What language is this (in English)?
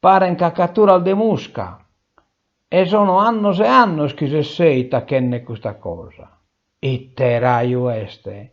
Sardinian